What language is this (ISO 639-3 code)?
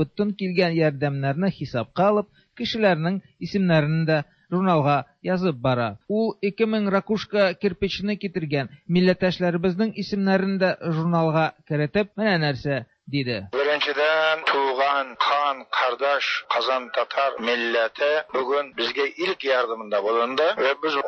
tat